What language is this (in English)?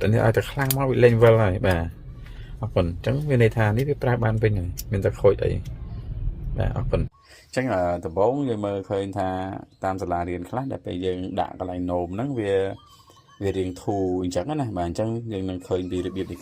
Khmer